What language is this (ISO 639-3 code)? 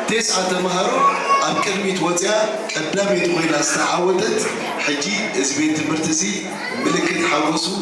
tir